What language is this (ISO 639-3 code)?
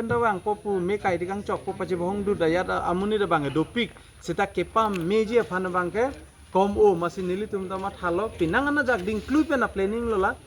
mjw